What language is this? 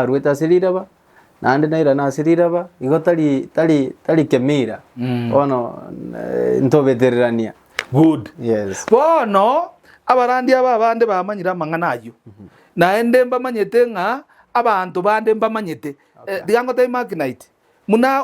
Gusii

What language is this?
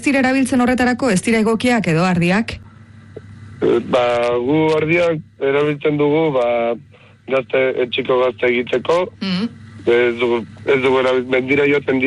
Basque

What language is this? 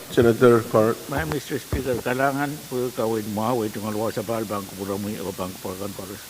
Pohnpeian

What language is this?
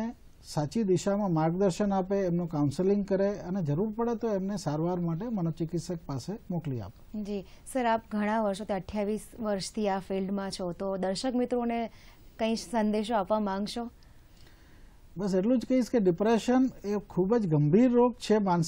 Gujarati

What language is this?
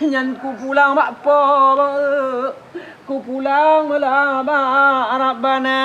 Achinese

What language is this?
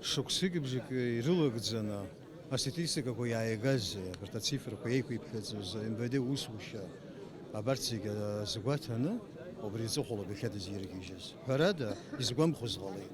Abkhazian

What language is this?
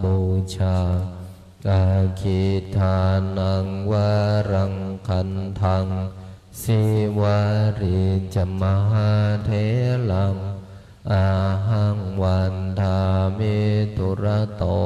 Pali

